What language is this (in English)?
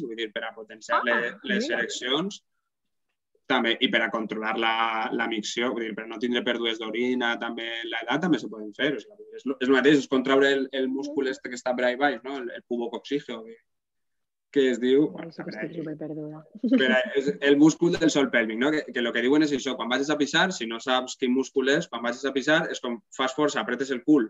Catalan